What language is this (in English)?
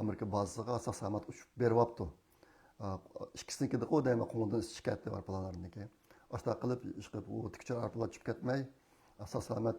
Uyghur